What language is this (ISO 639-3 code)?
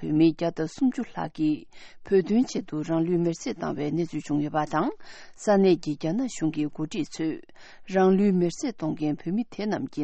bod